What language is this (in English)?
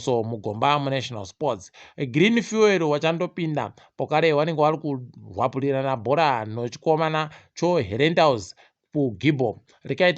Ndau